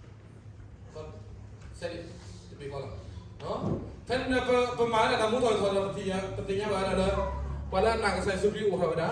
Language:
S'gaw Karen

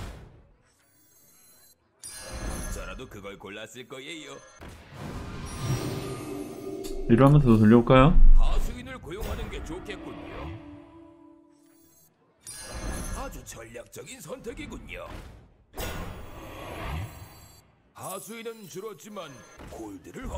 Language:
Korean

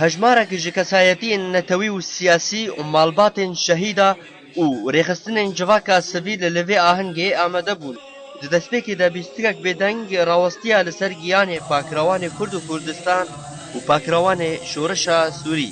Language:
Kurdish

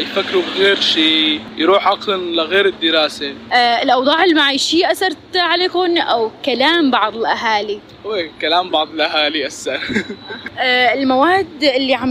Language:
North Levantine Arabic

